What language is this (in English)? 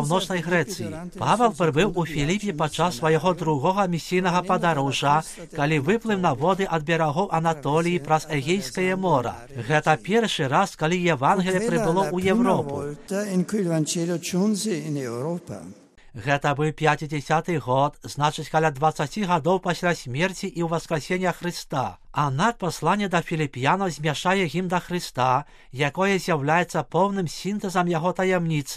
Belarusian